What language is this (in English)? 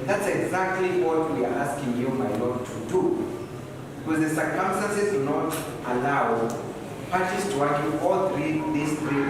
Meru